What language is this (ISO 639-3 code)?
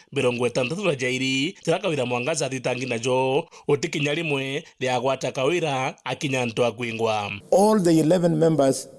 mer